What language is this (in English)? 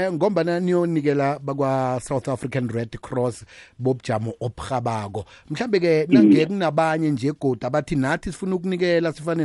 South Ndebele